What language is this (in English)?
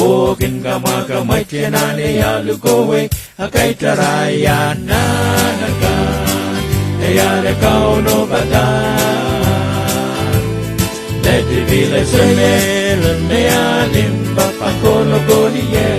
Pohnpeian